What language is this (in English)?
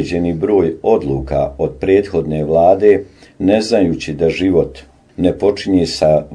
Bosnian